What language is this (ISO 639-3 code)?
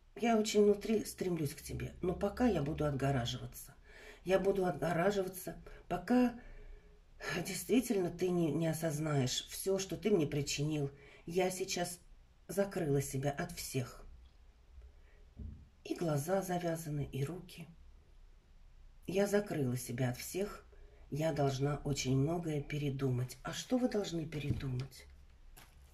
rus